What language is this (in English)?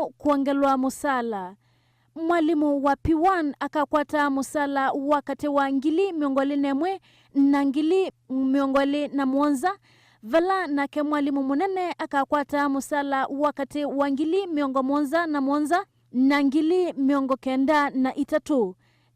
Kamba